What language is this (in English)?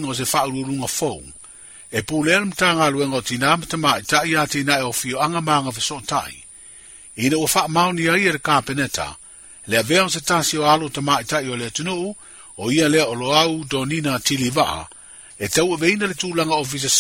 Samoan